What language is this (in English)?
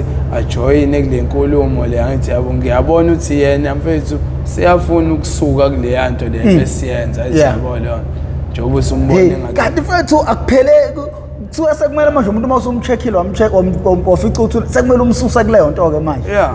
Zulu